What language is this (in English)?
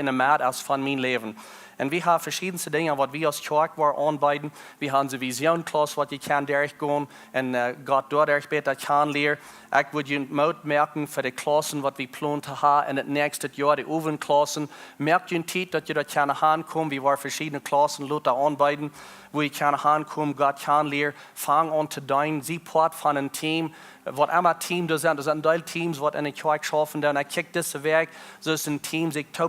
Plautdietsch